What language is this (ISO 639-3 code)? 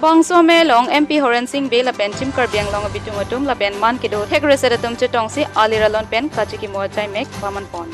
mjw